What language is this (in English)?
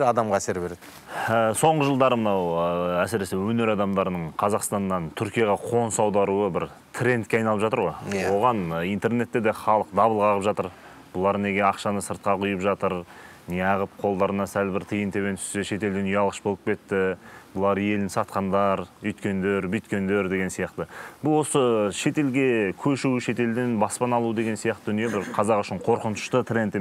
Kazakh